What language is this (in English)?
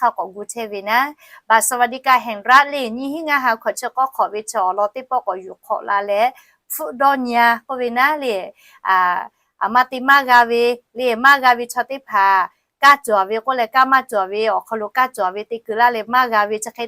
Lahu